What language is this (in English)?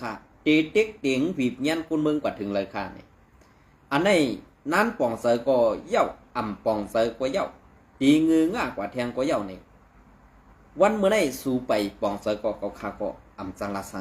Shan